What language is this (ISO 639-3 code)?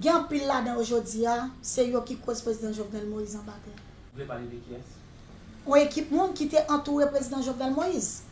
hat